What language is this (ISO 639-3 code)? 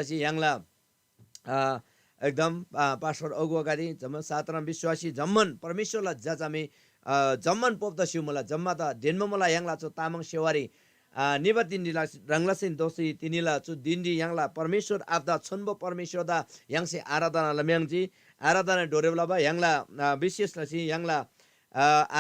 taj